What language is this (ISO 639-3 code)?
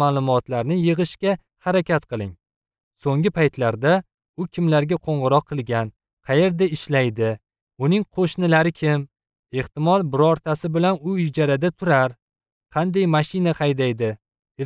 uzb